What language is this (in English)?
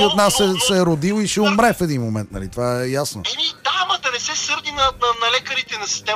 Bulgarian